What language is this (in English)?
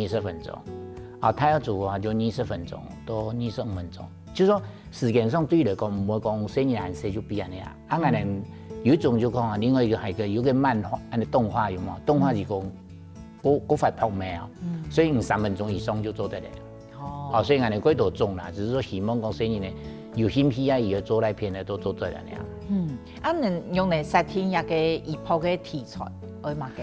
Hakka Chinese